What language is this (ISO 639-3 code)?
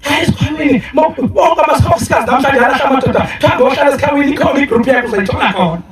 zul